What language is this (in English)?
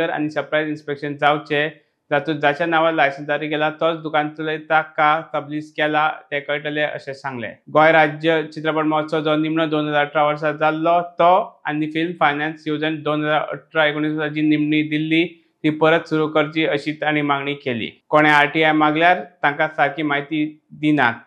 Konkani